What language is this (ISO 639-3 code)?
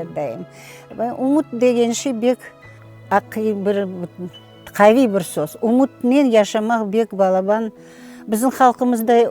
crh